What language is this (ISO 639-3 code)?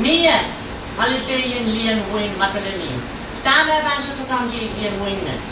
pon